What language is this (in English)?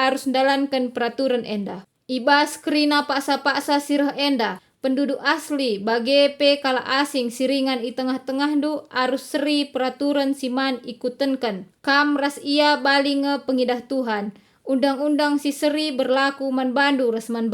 Batak Karo